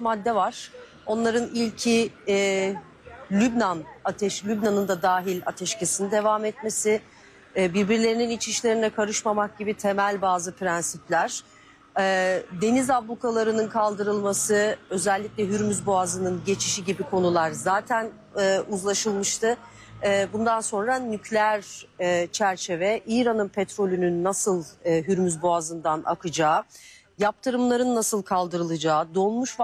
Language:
Turkish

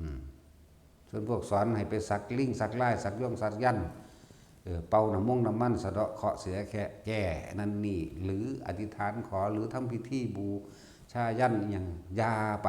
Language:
Northeastern Thai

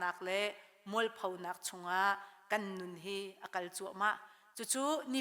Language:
Hakha Chin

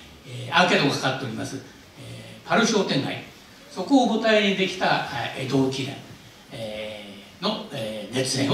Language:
Japanese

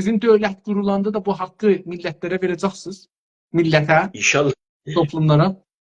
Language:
South Azerbaijani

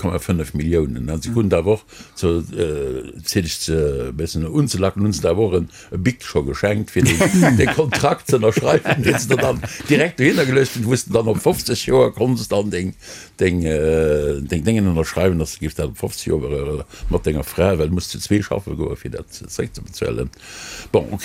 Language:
Luxembourgish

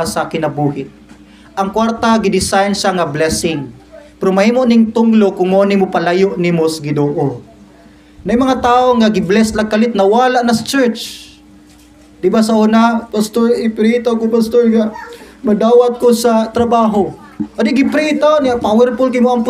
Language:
Cebuano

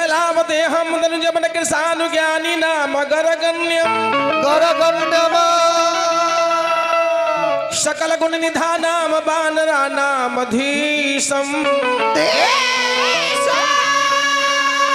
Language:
Bhojpuri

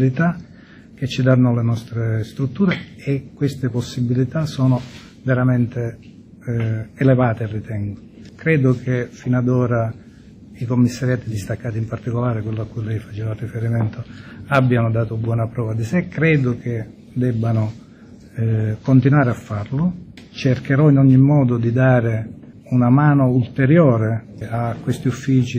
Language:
Italian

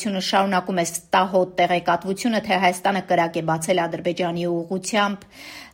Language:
Armenian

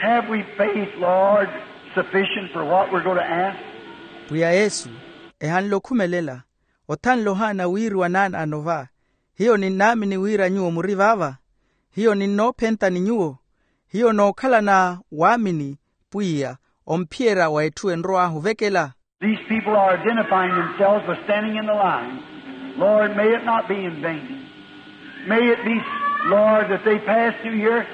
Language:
Makhuwa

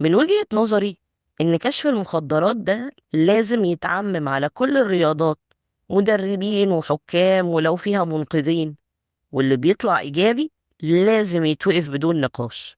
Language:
Egyptian Arabic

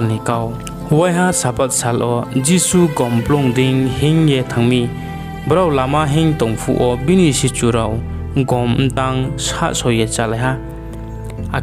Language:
Riang (India)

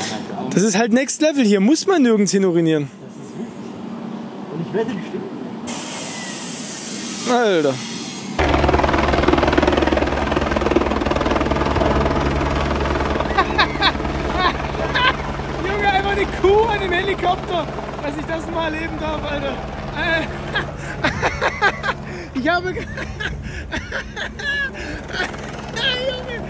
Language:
German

